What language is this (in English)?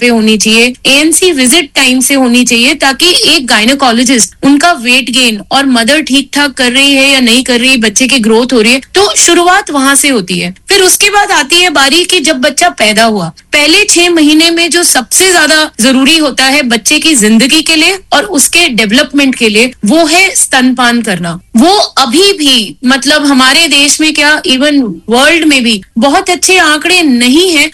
Hindi